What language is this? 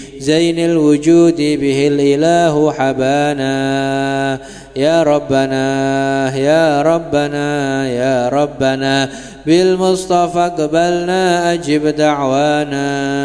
Indonesian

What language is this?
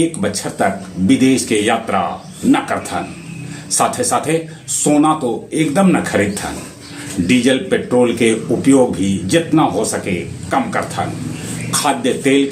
Magahi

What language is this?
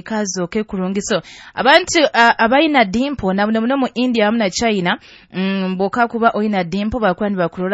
Nyoro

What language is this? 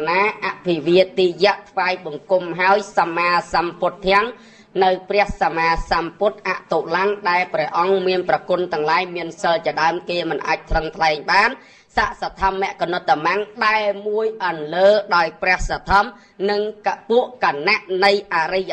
Khmer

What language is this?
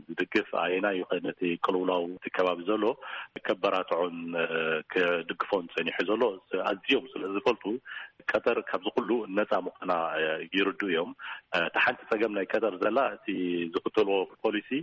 Tigrinya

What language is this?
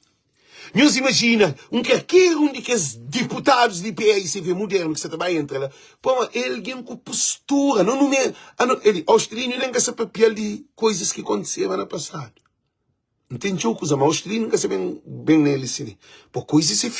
Kabuverdianu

